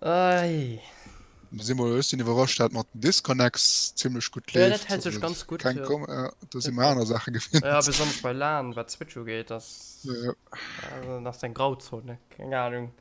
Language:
Luxembourgish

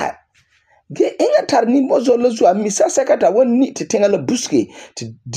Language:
Frafra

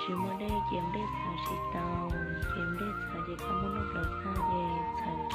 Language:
Hmong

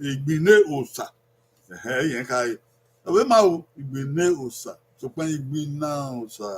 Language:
Bini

